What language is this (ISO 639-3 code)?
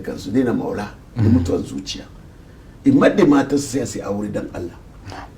hau